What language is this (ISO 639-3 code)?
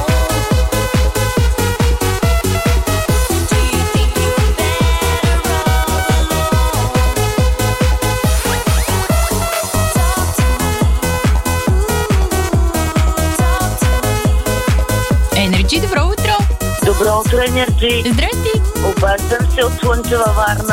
bul